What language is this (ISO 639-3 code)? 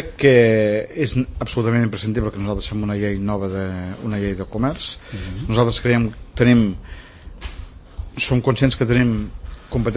cat